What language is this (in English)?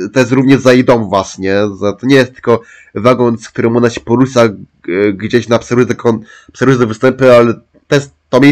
Polish